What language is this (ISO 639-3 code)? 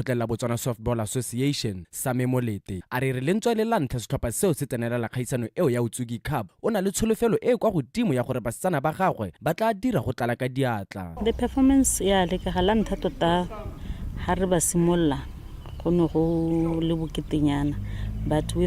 tsn